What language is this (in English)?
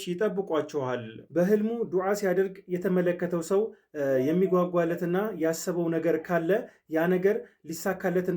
Amharic